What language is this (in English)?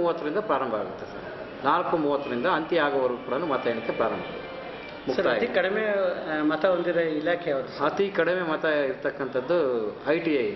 Kannada